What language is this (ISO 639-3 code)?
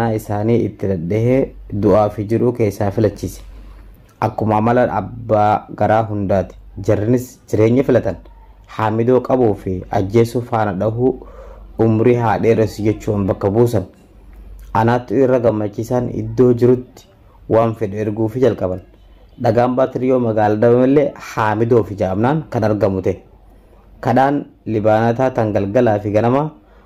orm